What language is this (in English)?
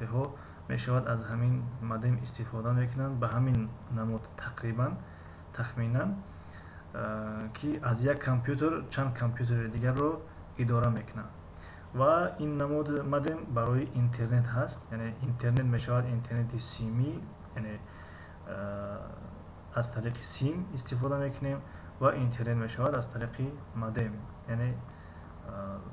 Tajik